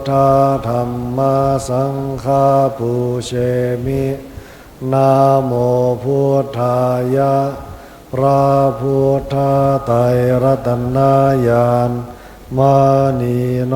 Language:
Pali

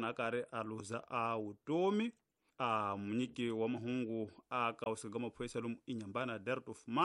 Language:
Tsonga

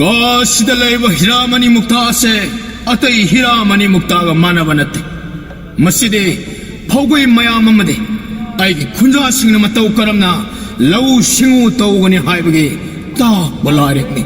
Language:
Manipuri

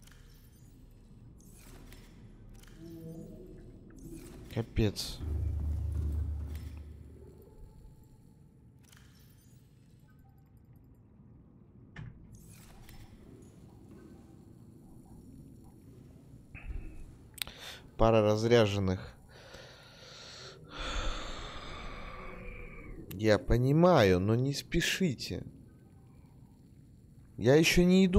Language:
Russian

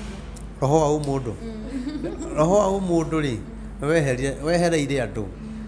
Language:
Kikuyu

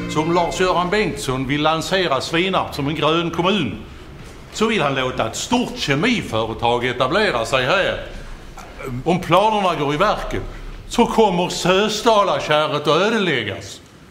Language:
Swedish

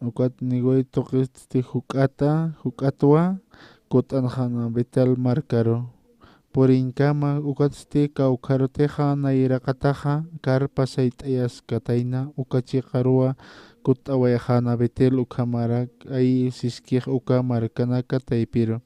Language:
Aymara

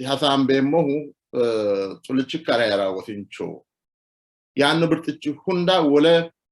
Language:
Sidamo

